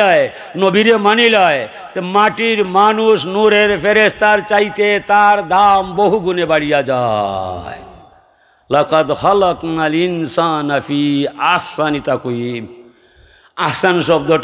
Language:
Sylheti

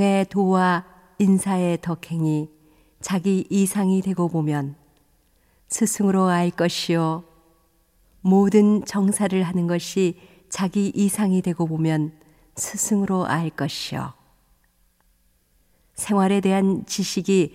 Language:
Korean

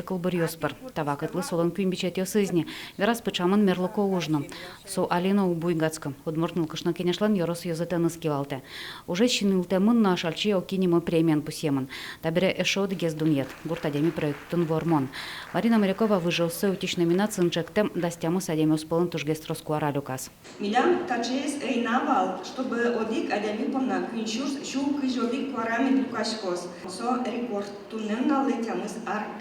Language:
Udmurt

